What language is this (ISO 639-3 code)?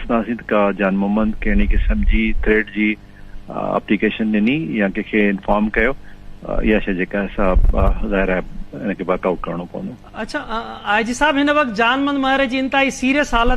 snd